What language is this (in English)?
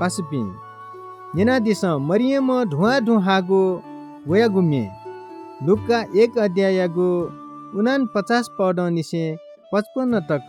Newari